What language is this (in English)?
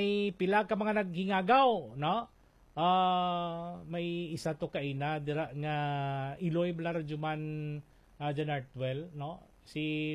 Hiligaynon